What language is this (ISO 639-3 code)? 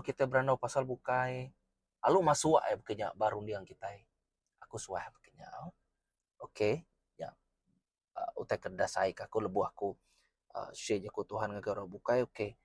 iba